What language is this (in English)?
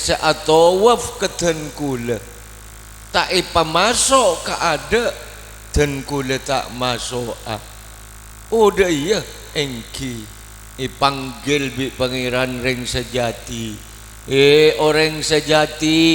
Madurese